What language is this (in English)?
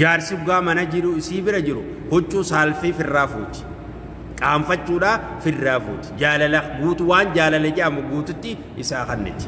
Oromo